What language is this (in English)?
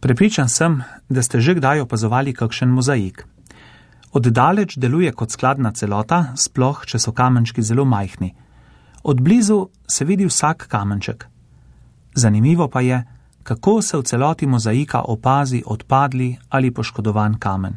Slovenian